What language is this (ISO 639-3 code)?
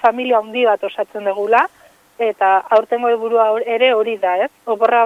eus